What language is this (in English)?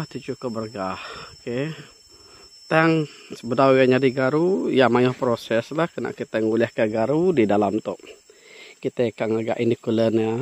Iban